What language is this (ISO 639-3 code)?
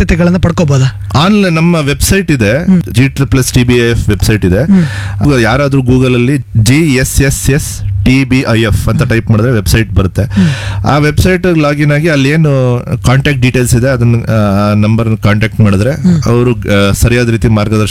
kan